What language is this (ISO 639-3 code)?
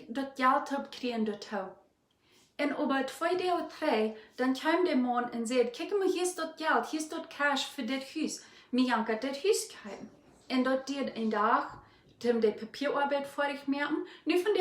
pdt